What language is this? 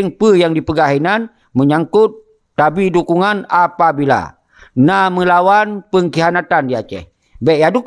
Achinese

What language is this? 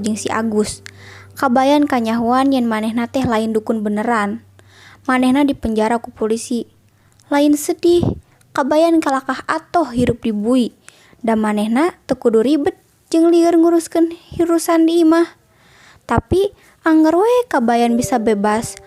Sundanese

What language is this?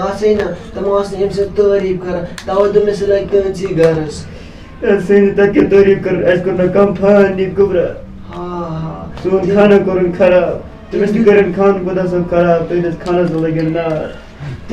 Kashmiri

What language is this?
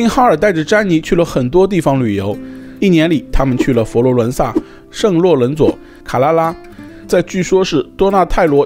Chinese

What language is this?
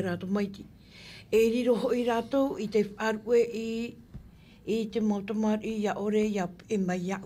Tahitian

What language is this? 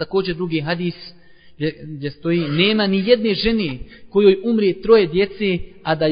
Bosnian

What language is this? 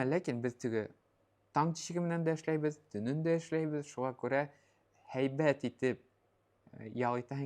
Bashkir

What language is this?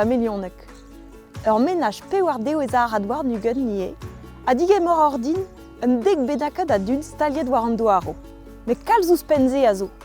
Breton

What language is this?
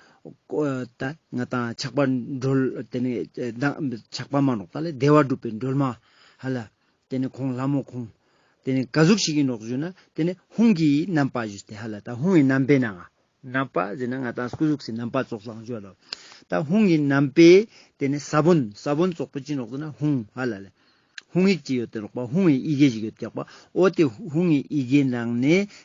Ladakhi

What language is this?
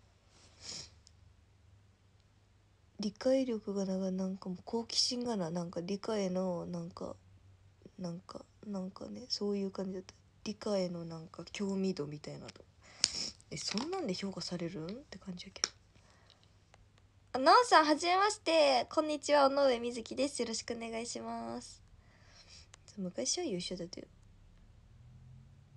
Japanese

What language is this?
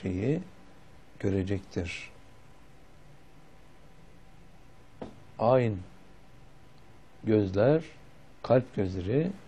Turkish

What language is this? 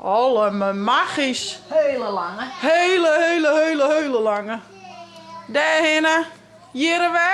Western Frisian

